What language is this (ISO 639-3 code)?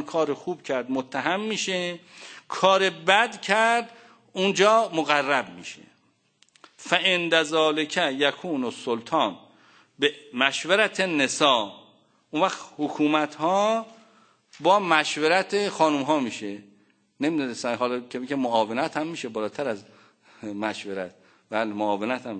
fas